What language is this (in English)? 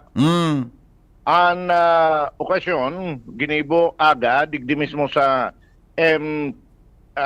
Bikol